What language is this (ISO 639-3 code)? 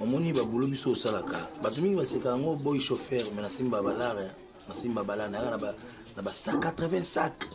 lin